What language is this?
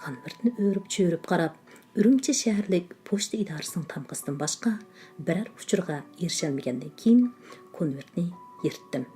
Uyghur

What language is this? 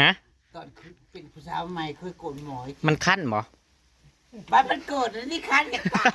Northeastern Thai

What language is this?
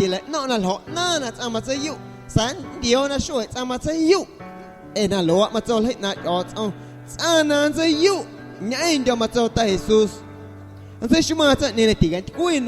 Guerrero Amuzgo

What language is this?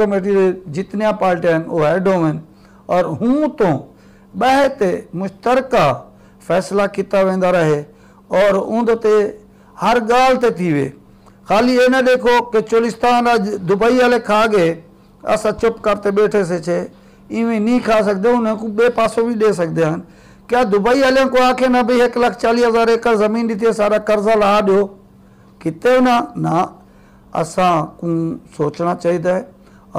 Saraiki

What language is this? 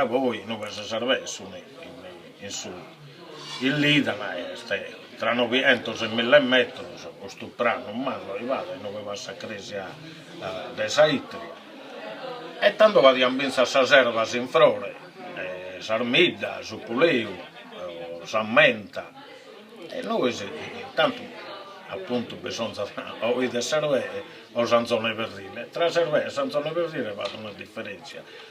Sardinian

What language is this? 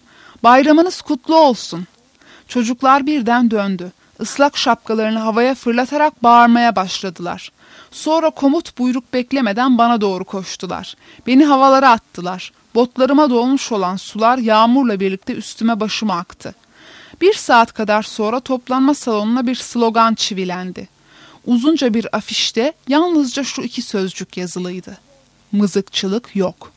Turkish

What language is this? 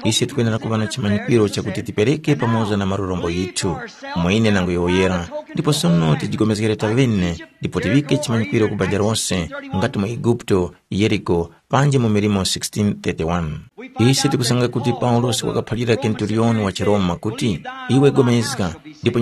Tumbuka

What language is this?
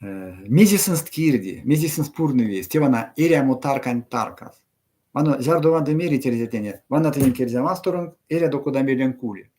Erzya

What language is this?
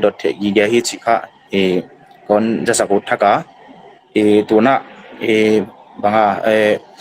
Paite Chin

